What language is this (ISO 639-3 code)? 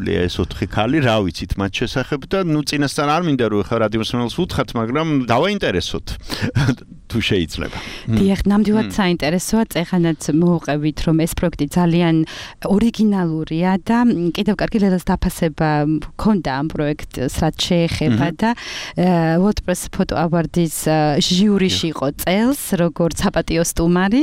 kat